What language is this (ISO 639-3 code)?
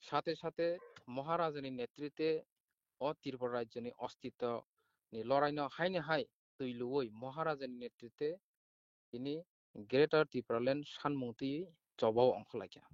trp